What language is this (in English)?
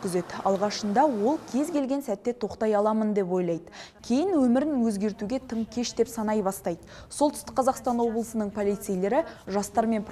Kazakh